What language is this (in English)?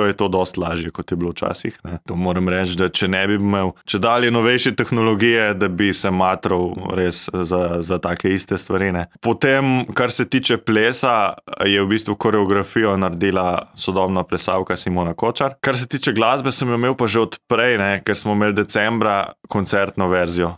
Slovenian